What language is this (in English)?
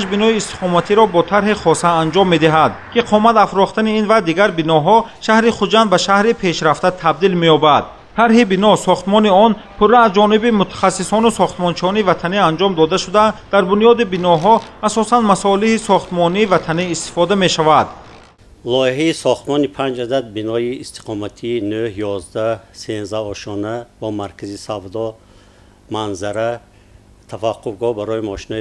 Tajik